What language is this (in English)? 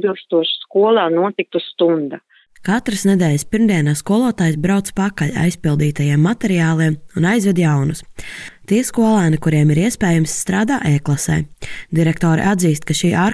Latvian